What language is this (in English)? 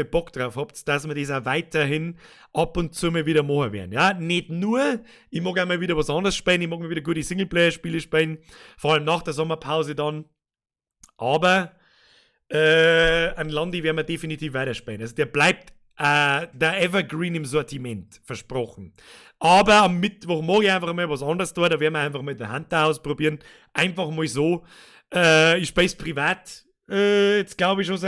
Bavarian